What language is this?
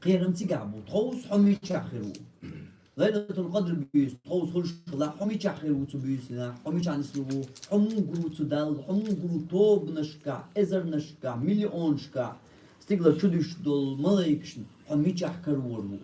Chechen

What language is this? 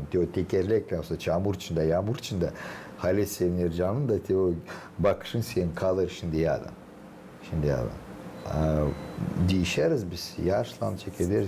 Gagauz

